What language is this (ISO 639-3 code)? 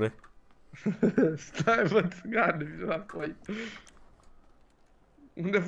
ron